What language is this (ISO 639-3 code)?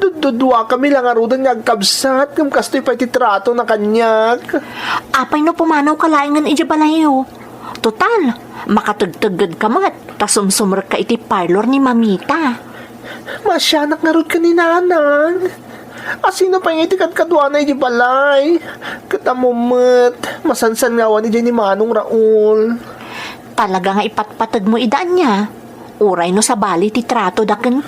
ilo